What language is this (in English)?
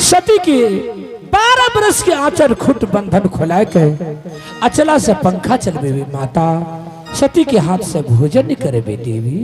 Angika